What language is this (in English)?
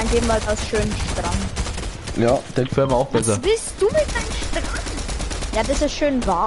Bavarian